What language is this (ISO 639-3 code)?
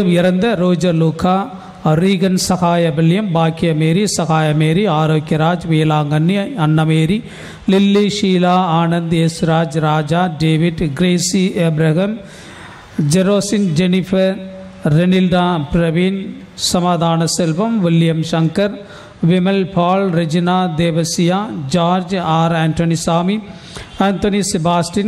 tam